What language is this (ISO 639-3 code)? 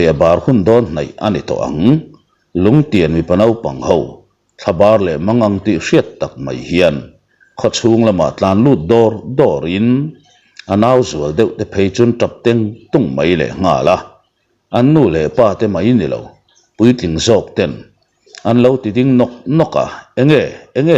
lus